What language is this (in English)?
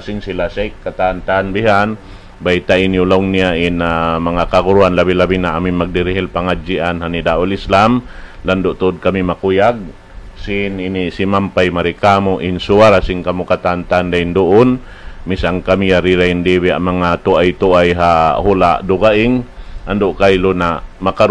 Tausug